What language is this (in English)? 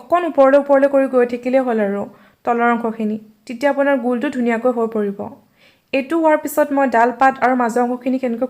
Assamese